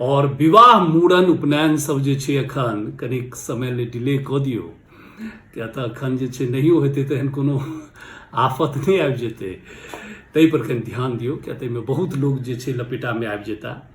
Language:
Maithili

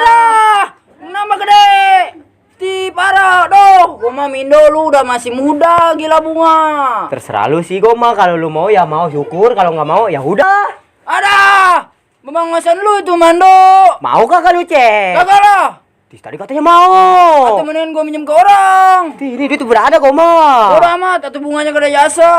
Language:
Betawi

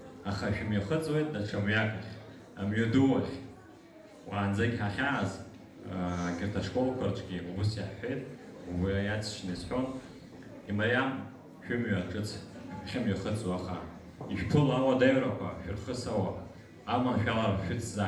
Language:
Abkhazian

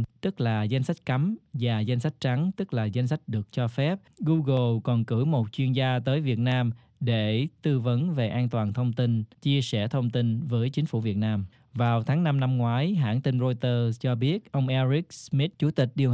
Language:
Vietnamese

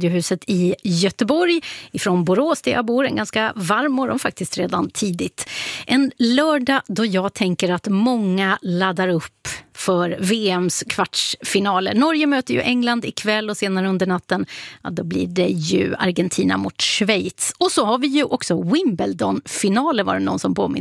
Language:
Swedish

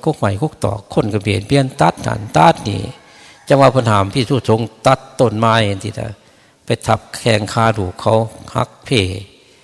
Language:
Northeastern Thai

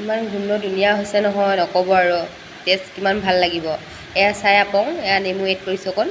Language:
Assamese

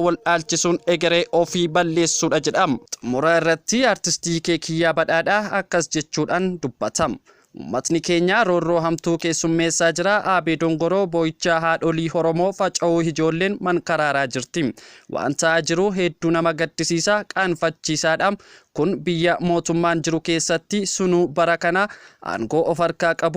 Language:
Oromo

